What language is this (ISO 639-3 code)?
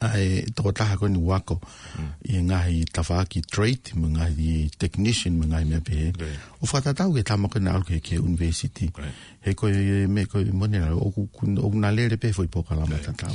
ton